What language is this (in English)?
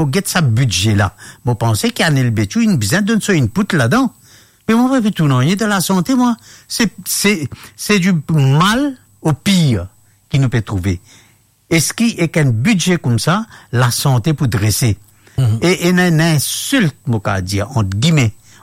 Morisyen